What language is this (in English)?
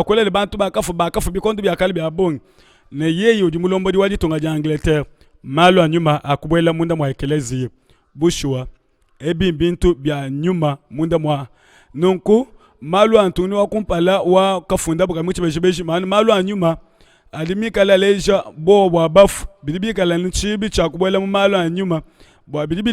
Luba-Lulua